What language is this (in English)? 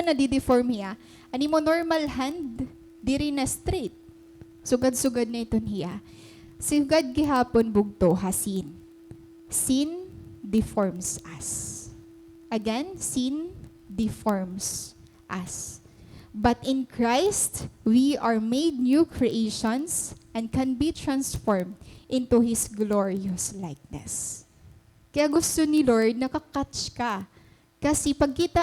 Waray